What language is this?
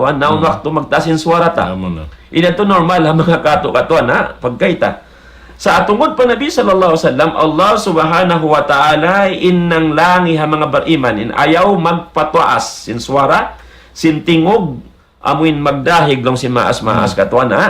Tausug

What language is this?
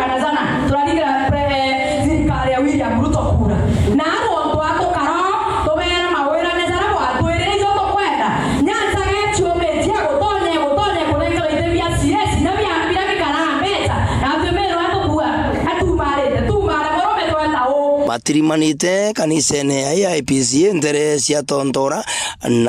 Meru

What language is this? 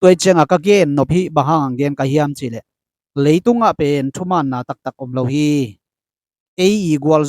Tedim Chin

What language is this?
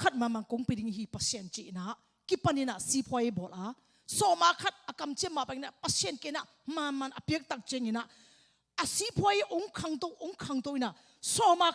Tedim Chin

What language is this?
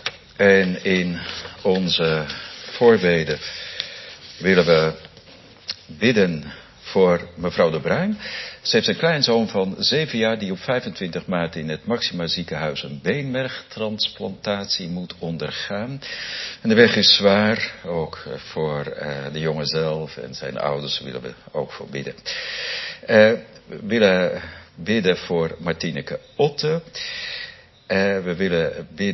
Dutch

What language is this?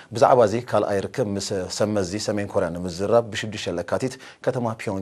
Tigrinya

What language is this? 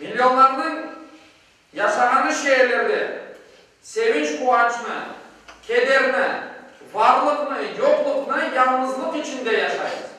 Crimean Tatar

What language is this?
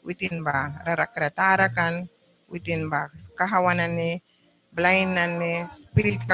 Mískito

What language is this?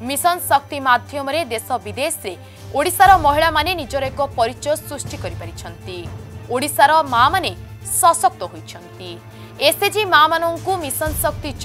Odia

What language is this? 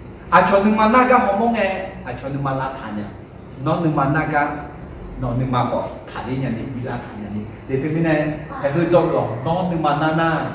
Akha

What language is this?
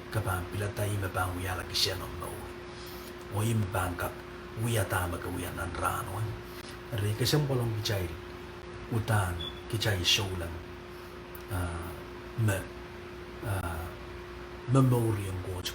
Pohnpeian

